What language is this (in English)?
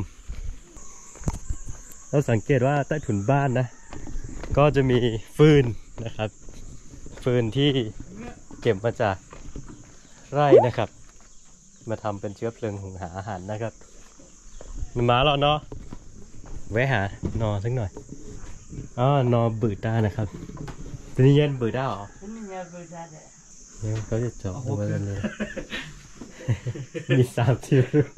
Thai